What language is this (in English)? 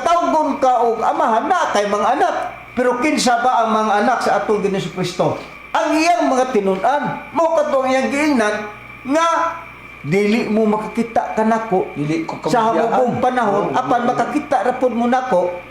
Cebuano